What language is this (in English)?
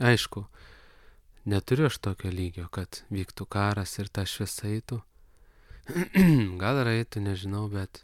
Lithuanian